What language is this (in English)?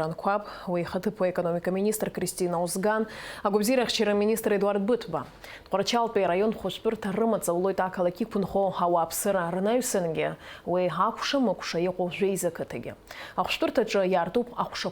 Abkhazian